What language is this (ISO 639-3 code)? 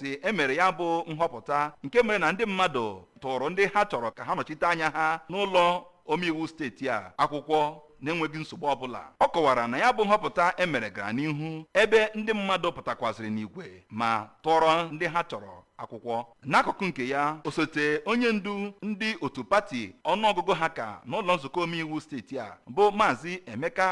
ibo